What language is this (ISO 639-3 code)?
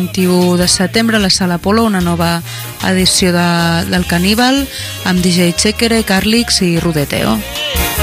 cat